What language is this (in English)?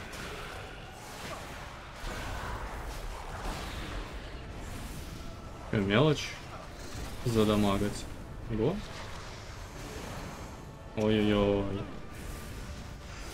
Russian